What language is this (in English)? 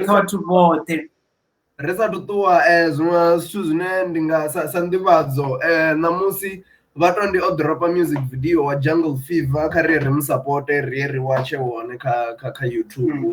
Venda